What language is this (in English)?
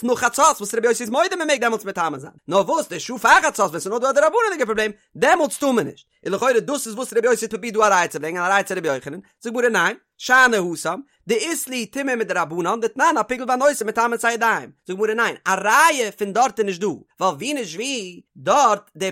Yiddish